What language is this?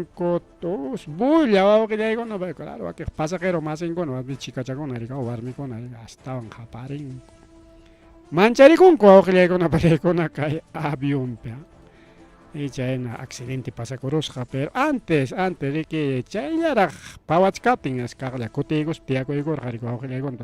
Ayacucho Quechua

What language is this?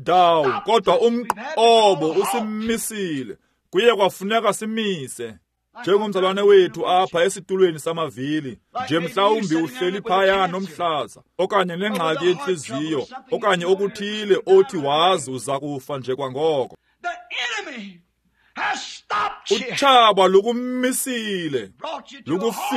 Xhosa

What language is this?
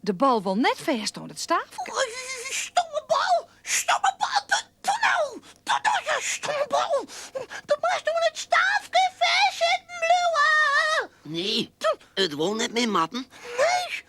Western Frisian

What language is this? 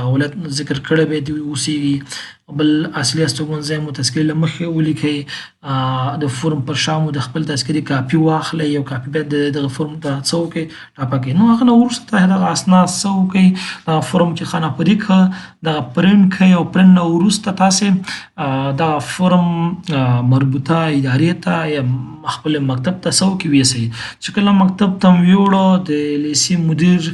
Pashto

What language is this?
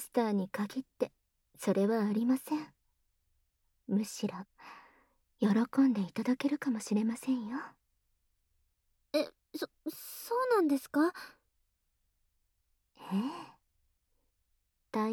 Japanese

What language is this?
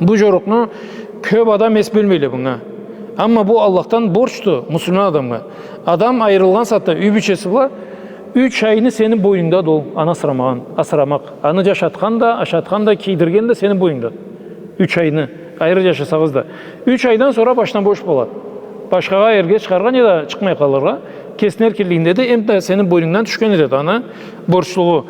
Karachay-Balkar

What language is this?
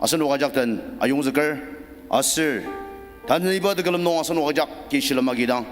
Ao Naga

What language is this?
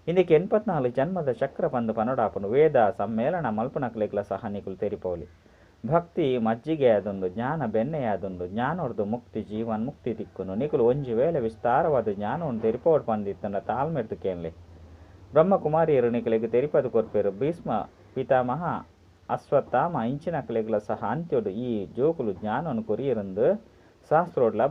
Tulu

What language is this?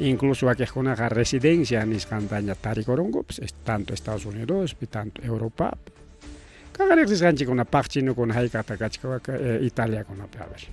Ayacucho Quechua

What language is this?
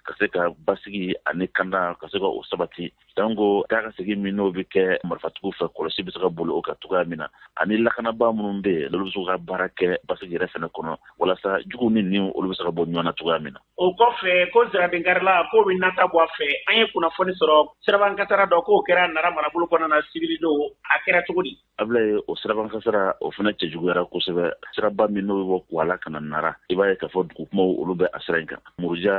Bambara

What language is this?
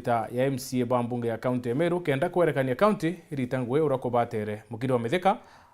Meru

